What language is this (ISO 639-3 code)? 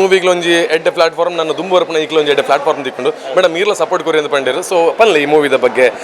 tcy